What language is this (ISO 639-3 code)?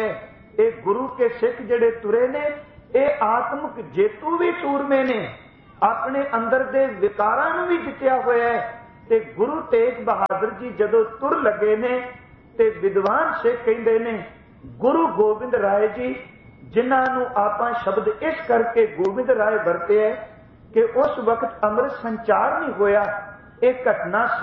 pan